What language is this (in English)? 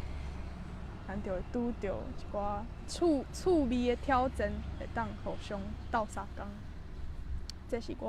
Min Nan Chinese